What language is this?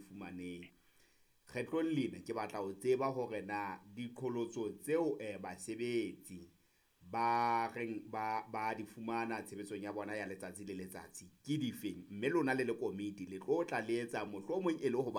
Southern Sotho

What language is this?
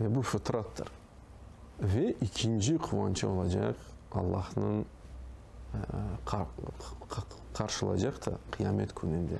Crimean Tatar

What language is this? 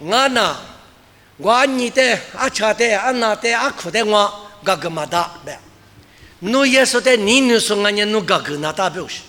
Lisu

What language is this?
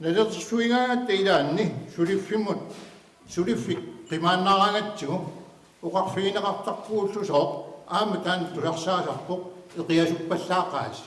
Kalaallisut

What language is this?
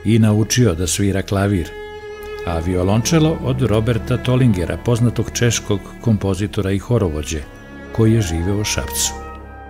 Serbian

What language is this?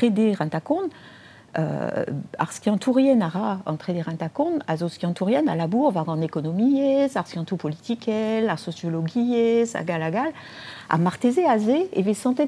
Breton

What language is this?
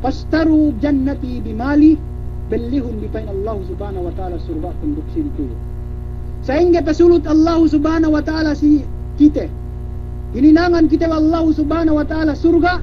Yakan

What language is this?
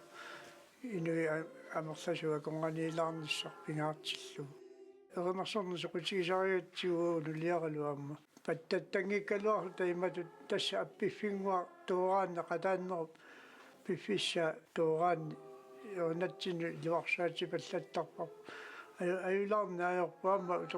Kalaallisut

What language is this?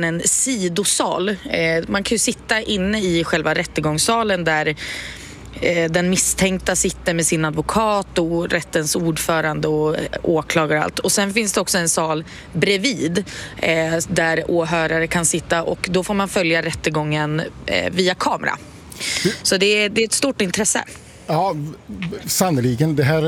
Swedish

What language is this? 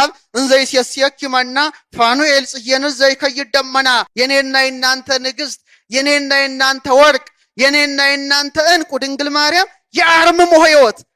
Amharic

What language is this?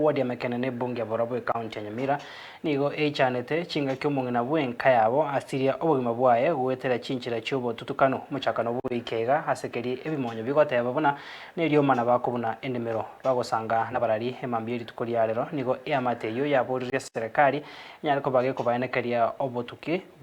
Gusii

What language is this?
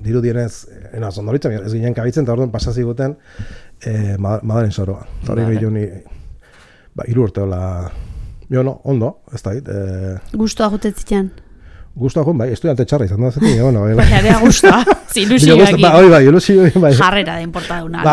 Basque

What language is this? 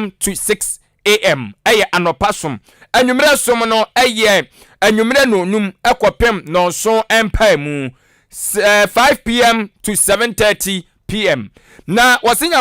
Akan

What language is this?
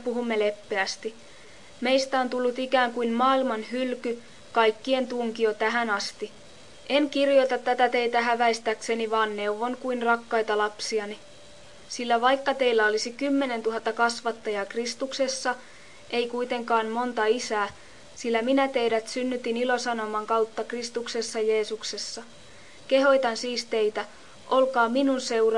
Finnish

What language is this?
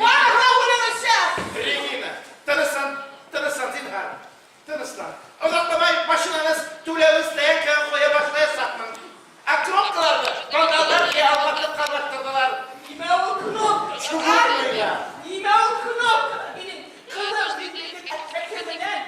Bashkir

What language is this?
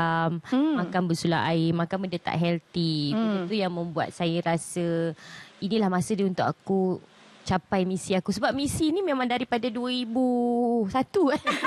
Malay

